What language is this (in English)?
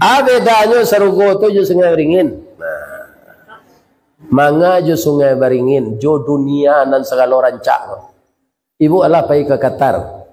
Minangkabau